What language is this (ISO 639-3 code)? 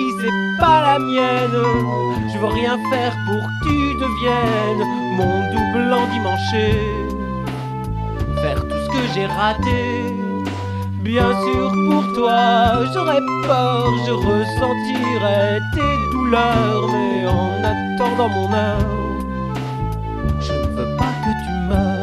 fra